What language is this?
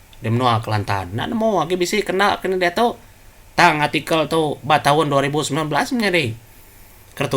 Iban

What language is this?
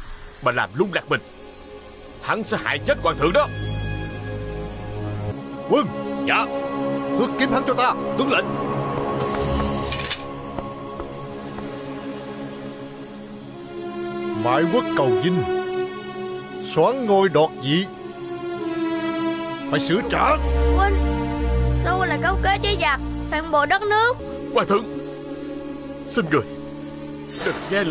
Vietnamese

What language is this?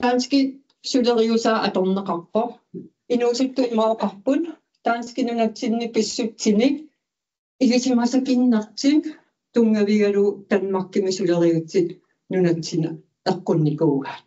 Kalaallisut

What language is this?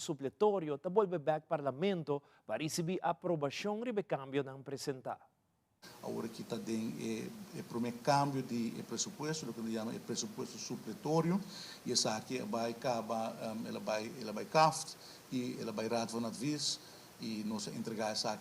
Papiamento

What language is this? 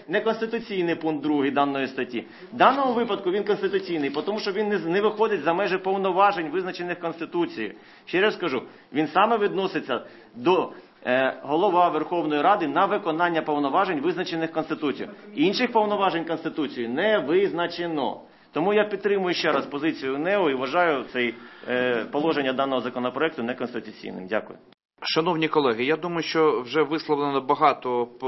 Ukrainian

